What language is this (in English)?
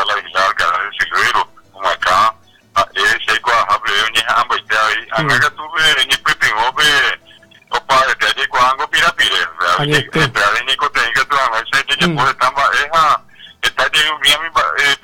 Guarani